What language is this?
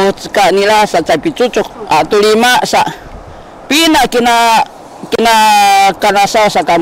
Sakizaya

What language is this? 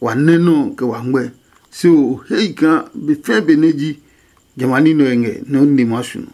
Adangme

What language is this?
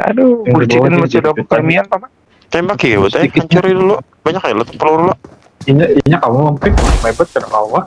Banjar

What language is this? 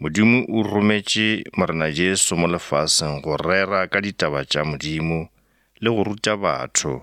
Northern Sotho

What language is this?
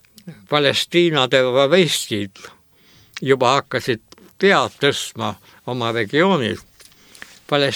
Estonian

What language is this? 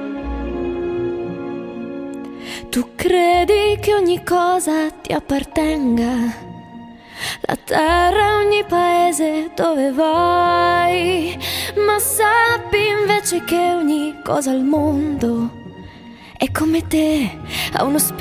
Italian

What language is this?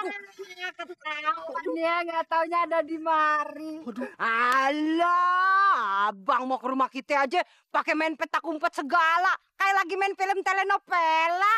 Betawi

